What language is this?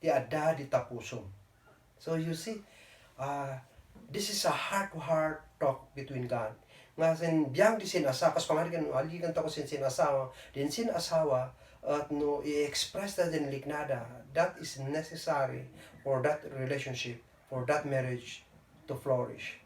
Kankanaey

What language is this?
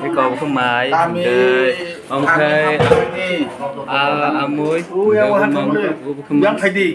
Kok Borok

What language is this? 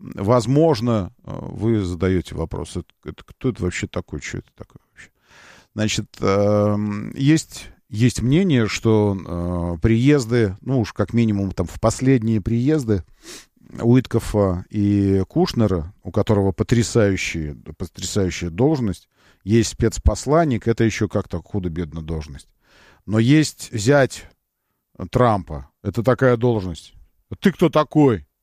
Russian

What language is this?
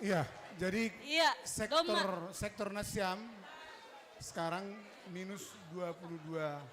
Batak Simalungun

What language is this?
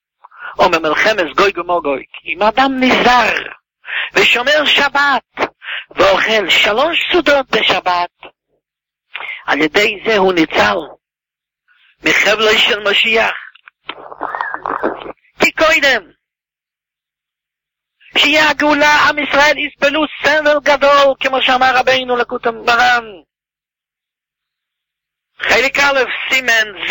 Hebrew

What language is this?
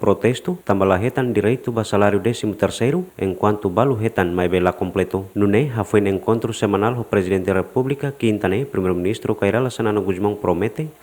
Tetum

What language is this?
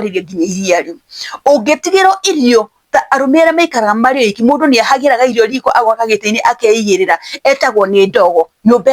Kikuyu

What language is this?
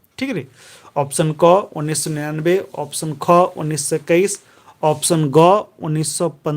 Kurukh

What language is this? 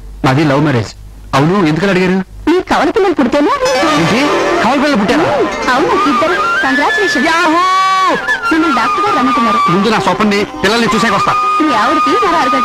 Telugu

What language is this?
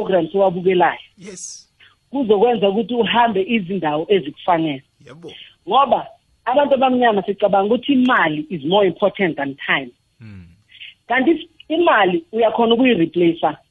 South Ndebele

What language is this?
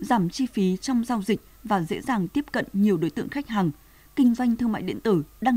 Vietnamese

